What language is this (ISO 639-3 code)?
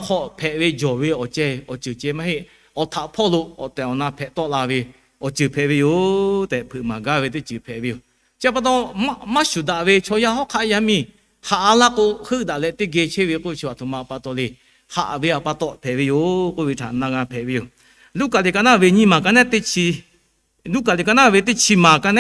lhu